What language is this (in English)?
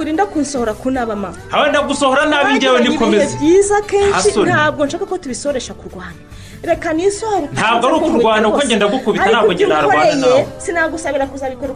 Kinyarwanda